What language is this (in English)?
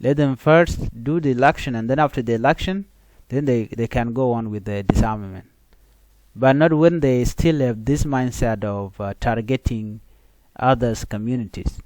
Nuer